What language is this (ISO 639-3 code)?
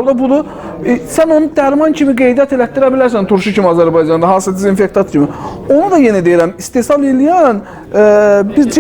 aze